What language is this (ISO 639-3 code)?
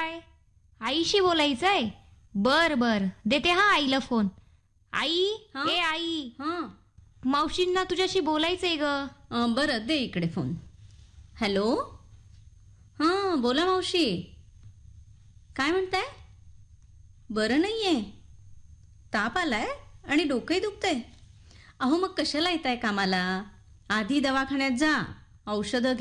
mar